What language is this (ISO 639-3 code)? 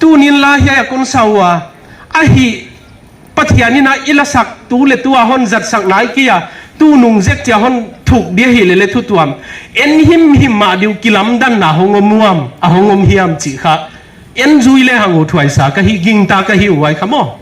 pck